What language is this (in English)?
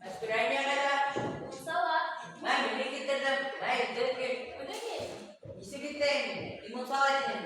Bashkir